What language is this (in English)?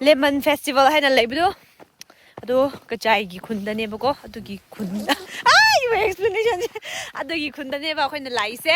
Tangkhul Naga (India)